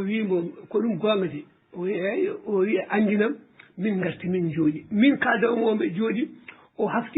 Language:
Fula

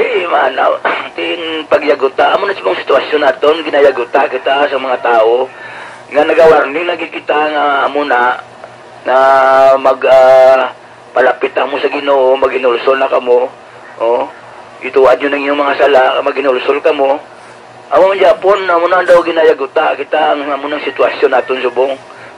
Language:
Hiligaynon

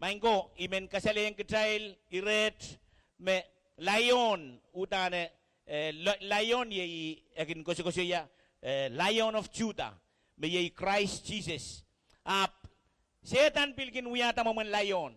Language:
Pohnpeian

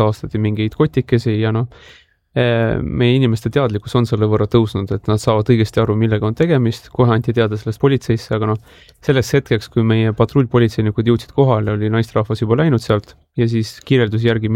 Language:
Estonian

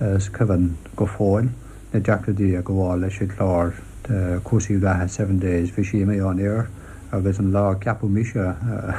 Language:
Irish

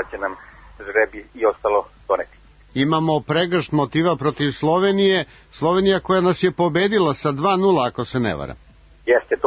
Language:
Serbian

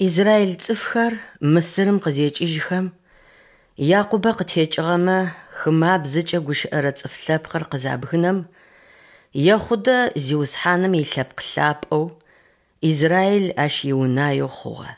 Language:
Adyghe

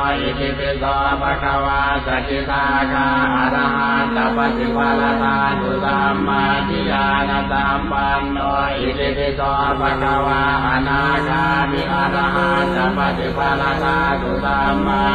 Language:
Pali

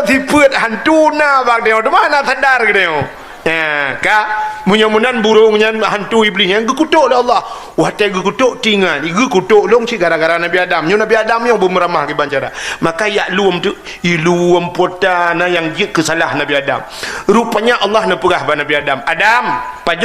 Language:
Achinese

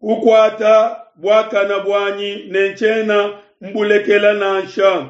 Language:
Luba-Lulua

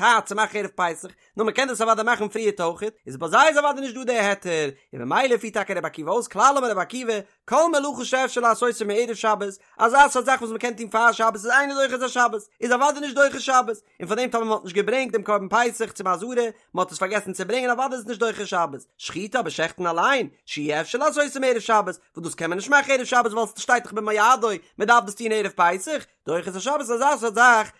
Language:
Yiddish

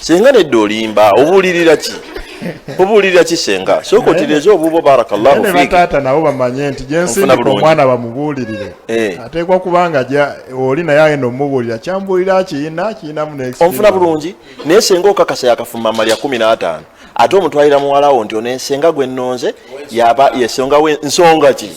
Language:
Ganda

